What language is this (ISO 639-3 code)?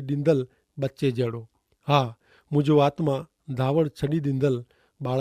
kfr